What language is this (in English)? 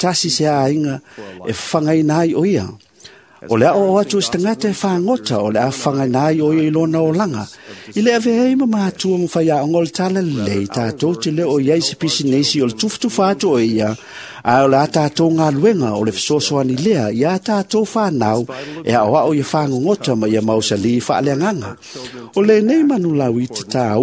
Samoan